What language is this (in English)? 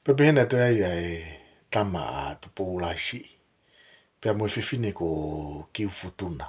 Tongan